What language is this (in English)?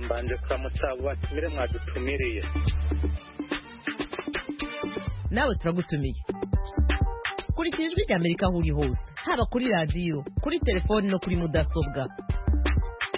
Kinyarwanda